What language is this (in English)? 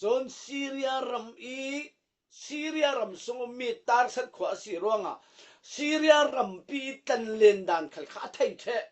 Falam Chin